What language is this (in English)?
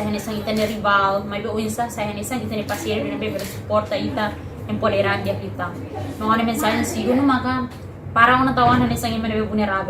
Tetum